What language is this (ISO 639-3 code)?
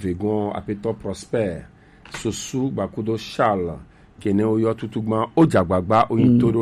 gej